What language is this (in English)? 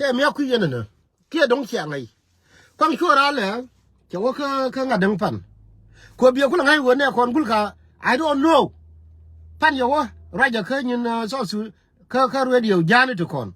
Nuer